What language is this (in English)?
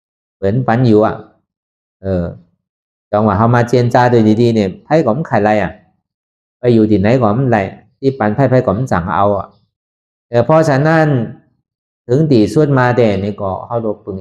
Shan